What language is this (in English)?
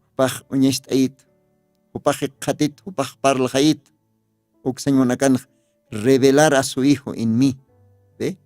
Aymara